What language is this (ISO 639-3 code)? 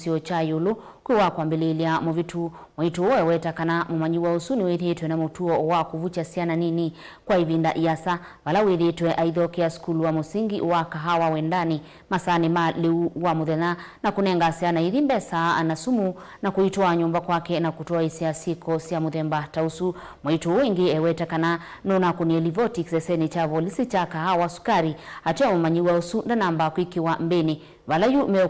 kam